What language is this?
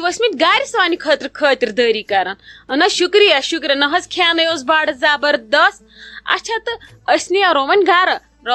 Kashmiri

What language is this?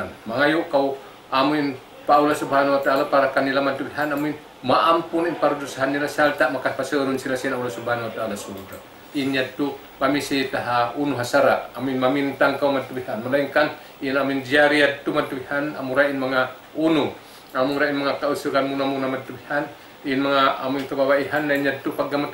Tausug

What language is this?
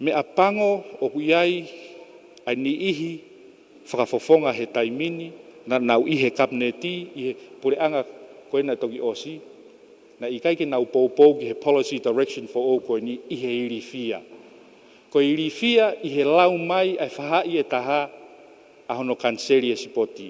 Tongan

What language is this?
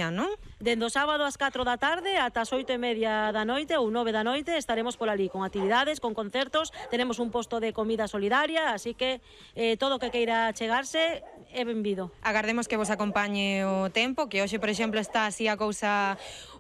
Galician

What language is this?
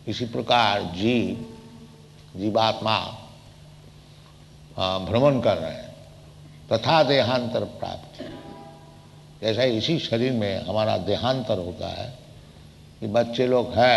Hindi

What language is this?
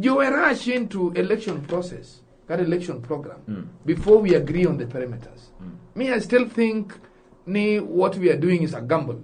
Luo (Kenya and Tanzania)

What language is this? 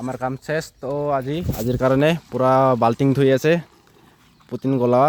Assamese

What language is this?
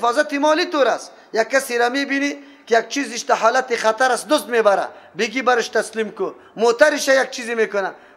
Persian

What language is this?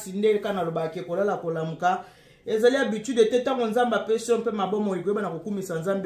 Lingala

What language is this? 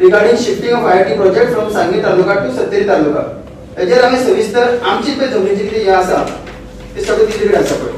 Konkani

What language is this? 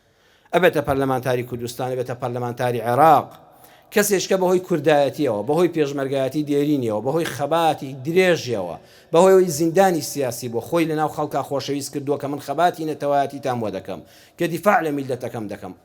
Central Kurdish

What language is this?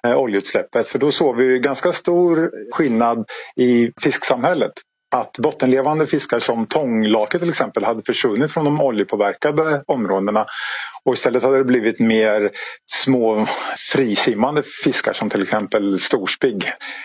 Swedish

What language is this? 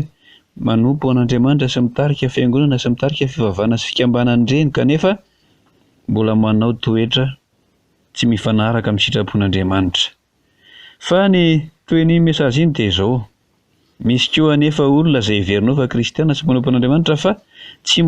Malagasy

